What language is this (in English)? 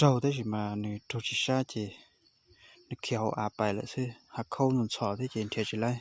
Hmong